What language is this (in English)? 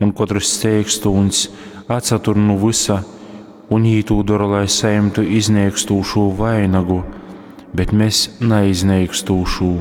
Latgalian